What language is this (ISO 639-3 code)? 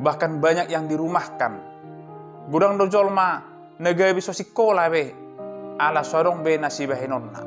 bbc